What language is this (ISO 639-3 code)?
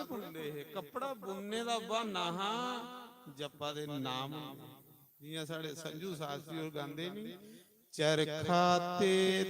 doi